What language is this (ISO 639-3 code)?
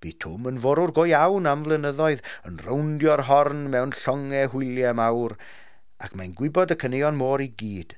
cym